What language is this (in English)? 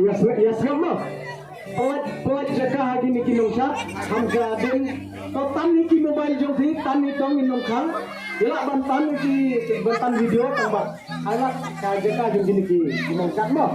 Khasi